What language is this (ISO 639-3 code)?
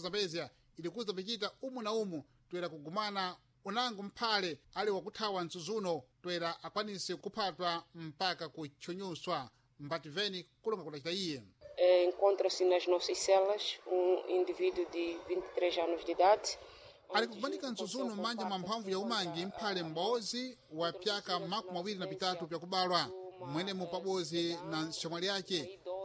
seh